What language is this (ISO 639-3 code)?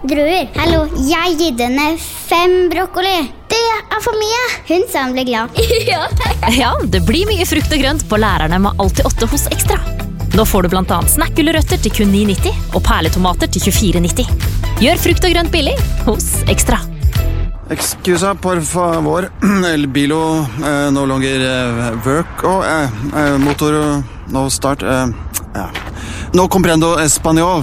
nor